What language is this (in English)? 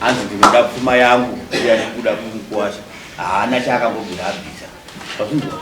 Shona